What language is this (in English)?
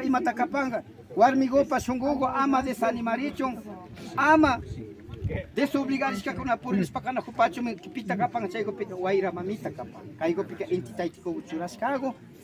Imbabura Highland Quichua